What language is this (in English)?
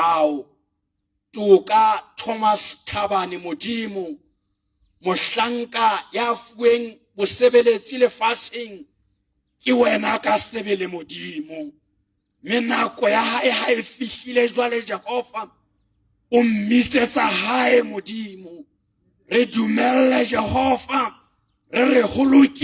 Southern Sotho